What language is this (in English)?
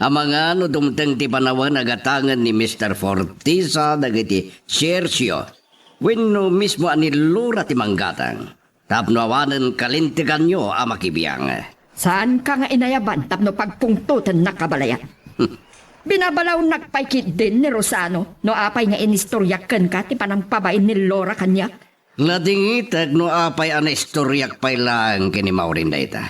Iloko